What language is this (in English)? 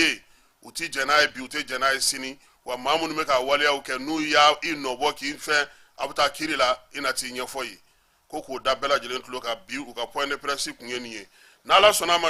Bambara